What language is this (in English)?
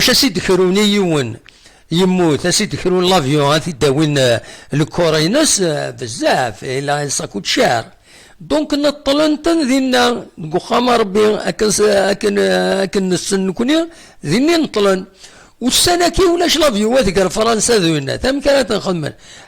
Kabyle